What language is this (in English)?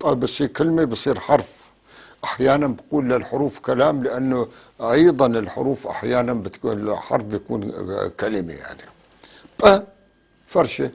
North Levantine Arabic